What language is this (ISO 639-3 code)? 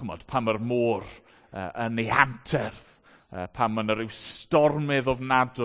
cym